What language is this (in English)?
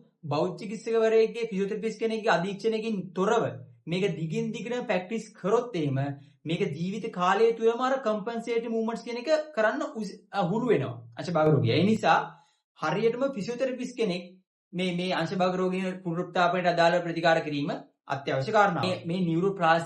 Sinhala